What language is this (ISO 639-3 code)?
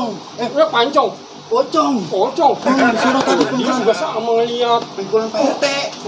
bew